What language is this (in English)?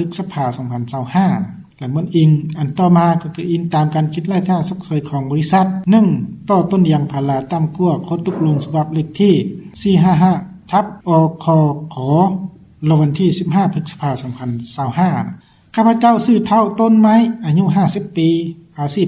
Lao